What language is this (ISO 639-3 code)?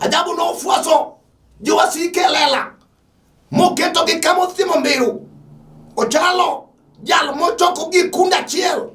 luo